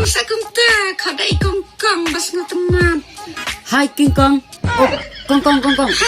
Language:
Khasi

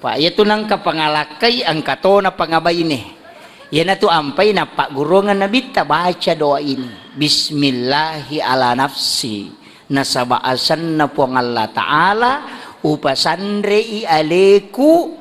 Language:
Buginese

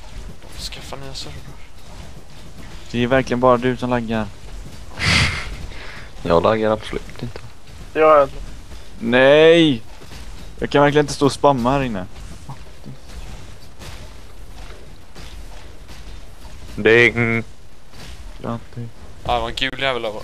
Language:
Swedish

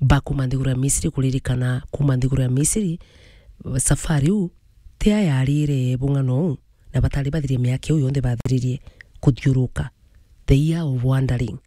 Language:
Meru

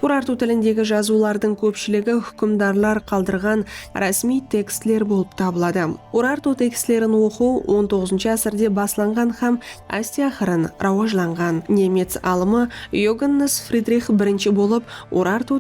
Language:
Kara-Kalpak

